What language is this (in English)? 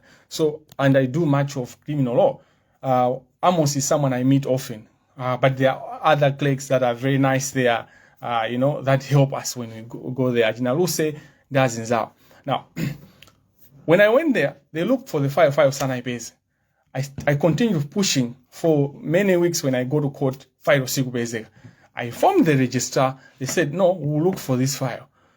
Nyanja